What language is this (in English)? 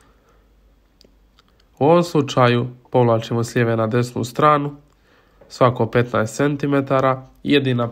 Croatian